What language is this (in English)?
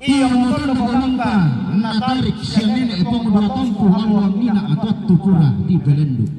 Toraja-Sa'dan